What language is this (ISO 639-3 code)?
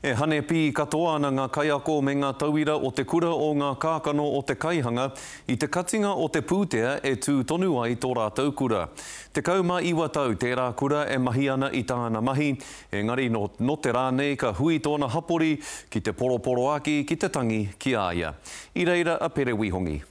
mri